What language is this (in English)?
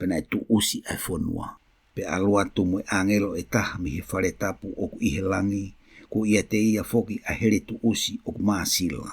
Tongan